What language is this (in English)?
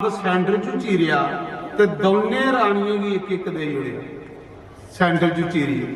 Dogri